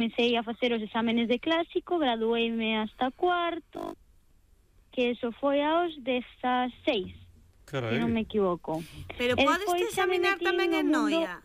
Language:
Galician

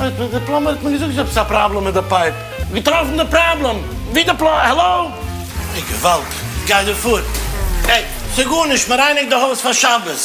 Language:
Yiddish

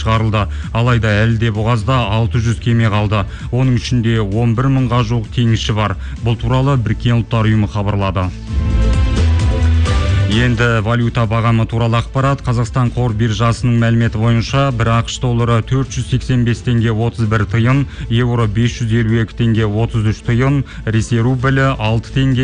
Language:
Kazakh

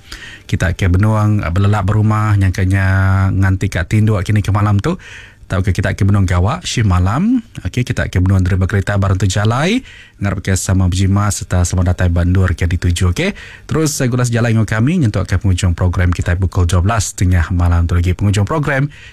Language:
Iban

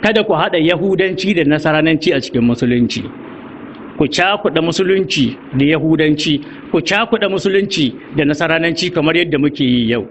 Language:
Hausa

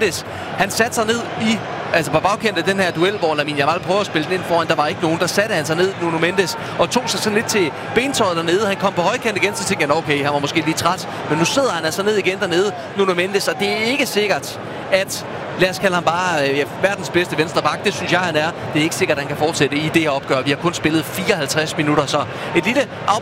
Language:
Danish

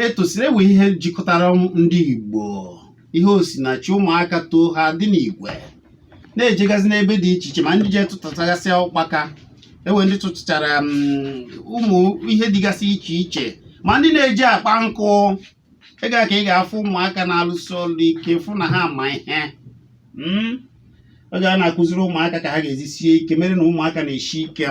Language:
Igbo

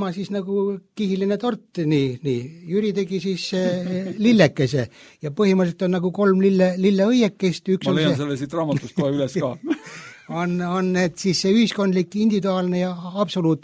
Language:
Estonian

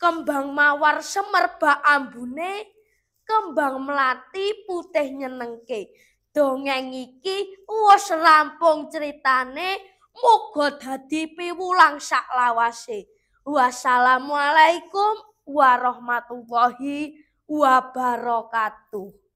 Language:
Javanese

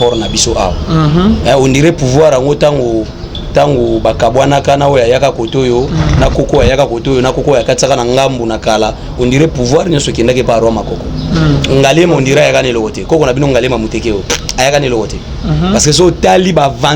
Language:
Lingala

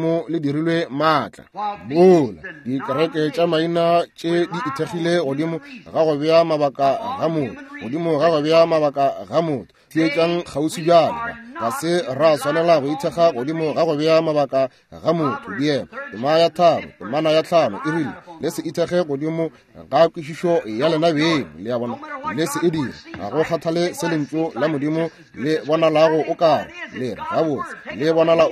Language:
Northern Sotho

